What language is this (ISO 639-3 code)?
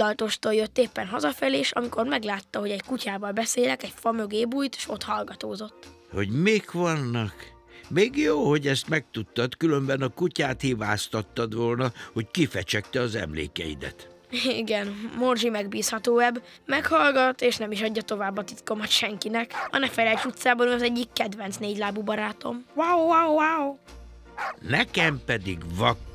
hun